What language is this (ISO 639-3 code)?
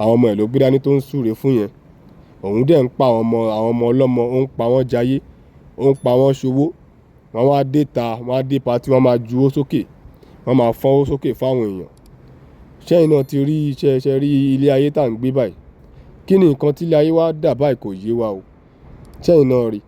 yor